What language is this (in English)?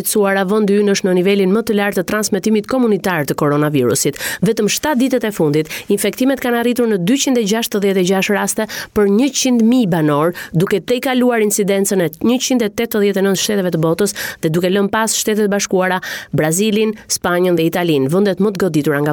Albanian